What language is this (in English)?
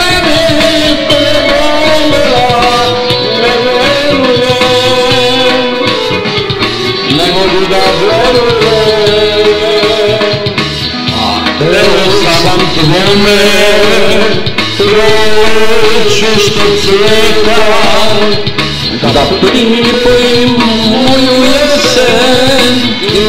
Serbian